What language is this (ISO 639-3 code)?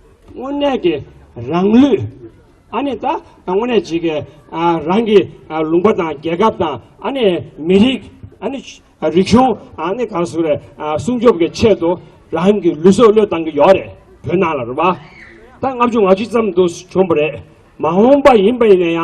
bod